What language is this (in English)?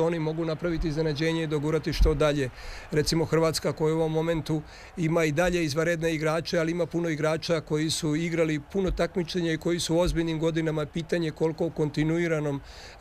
Serbian